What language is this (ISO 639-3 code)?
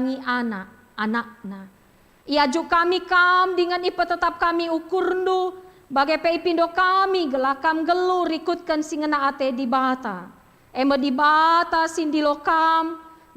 btx